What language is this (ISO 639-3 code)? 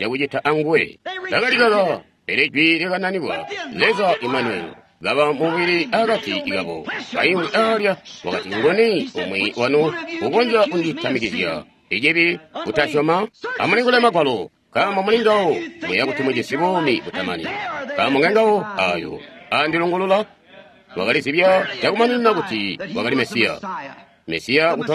toi